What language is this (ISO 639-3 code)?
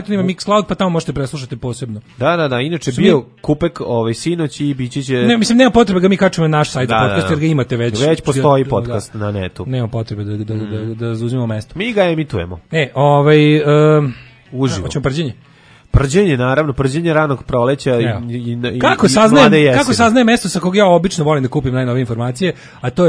srp